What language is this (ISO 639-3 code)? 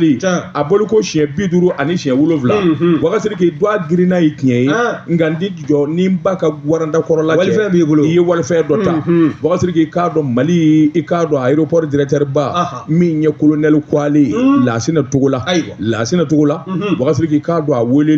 bam